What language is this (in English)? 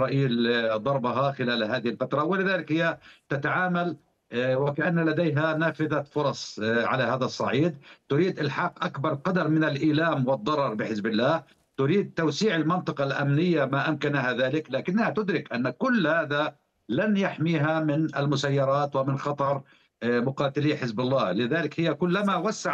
Arabic